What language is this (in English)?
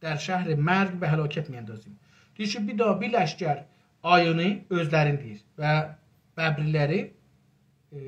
South Azerbaijani